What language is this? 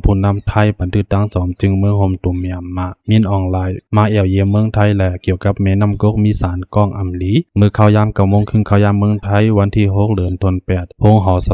Shan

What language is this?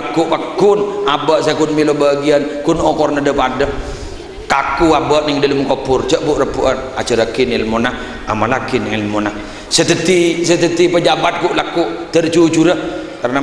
Madurese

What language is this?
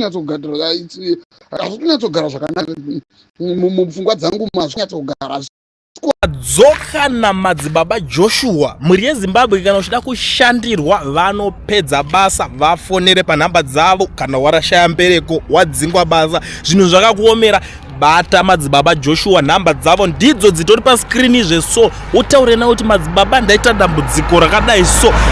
Shona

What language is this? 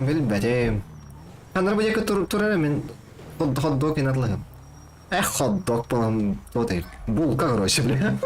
Yakut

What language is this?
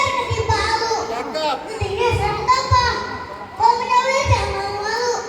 Betawi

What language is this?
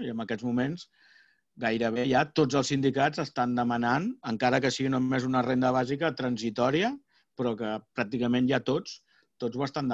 Catalan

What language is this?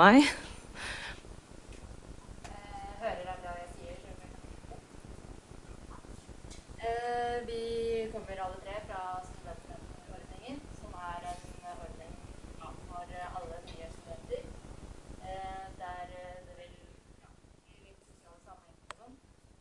Norwegian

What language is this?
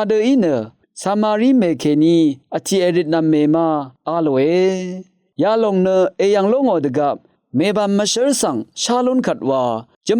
Rawang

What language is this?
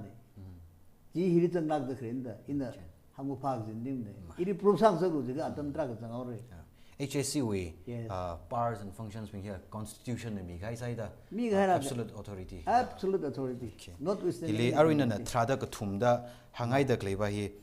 Tangkhul Naga (India)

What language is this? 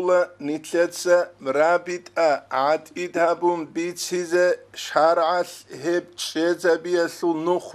Avaric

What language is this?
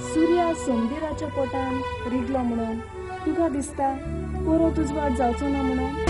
Konkani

